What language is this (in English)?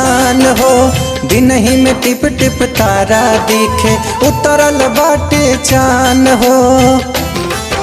Bhojpuri